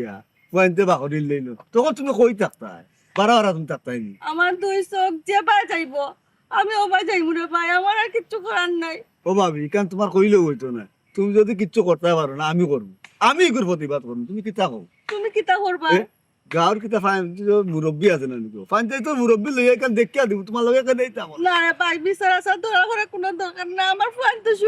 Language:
Sylheti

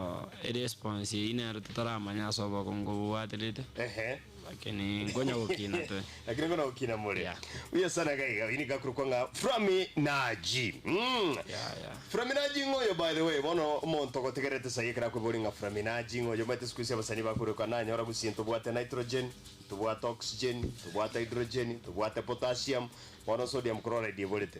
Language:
Gusii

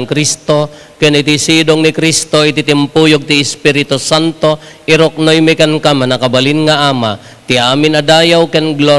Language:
Iloko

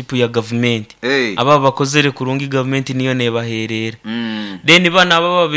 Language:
Nyoro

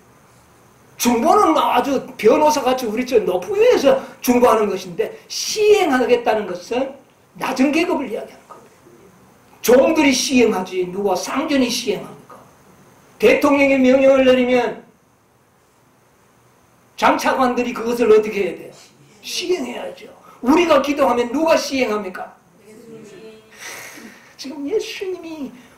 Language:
Korean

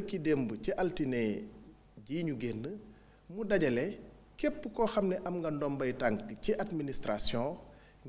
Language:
Wolof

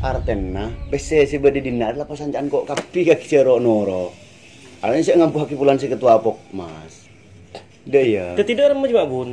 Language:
Madurese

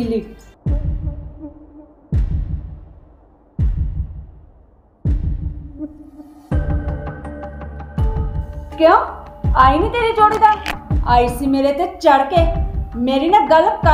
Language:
Punjabi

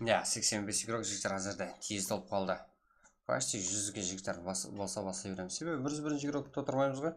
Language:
Kara-Kalpak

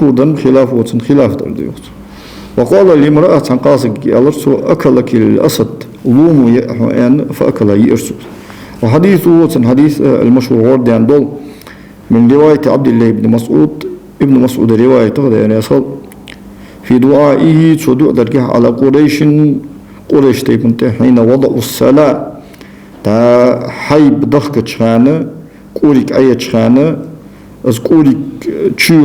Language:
Ingush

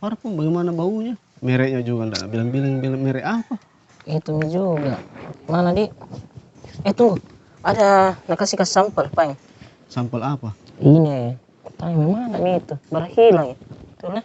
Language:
Makassar Malay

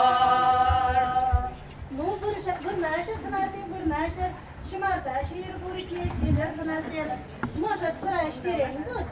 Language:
Chuvash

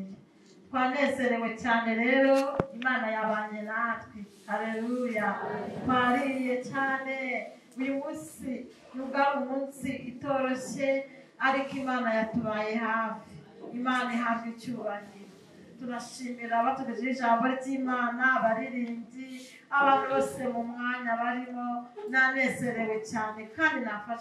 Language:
Kinyarwanda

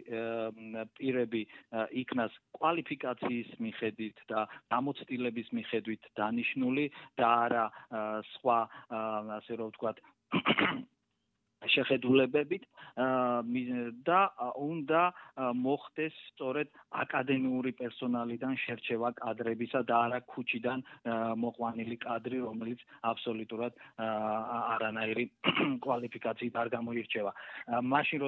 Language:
Georgian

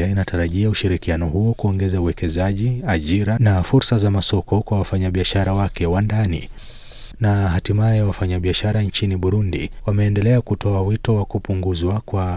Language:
Swahili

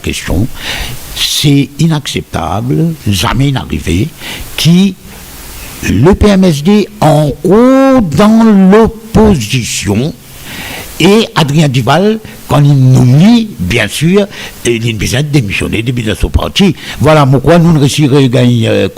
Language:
Morisyen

